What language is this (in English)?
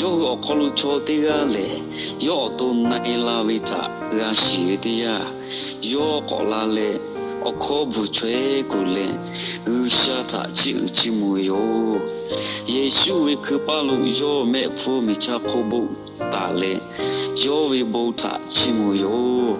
Lahu